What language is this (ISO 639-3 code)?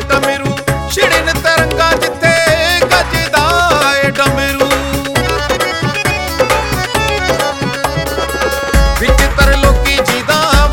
pan